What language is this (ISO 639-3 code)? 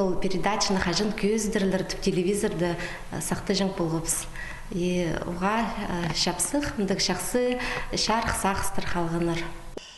kjh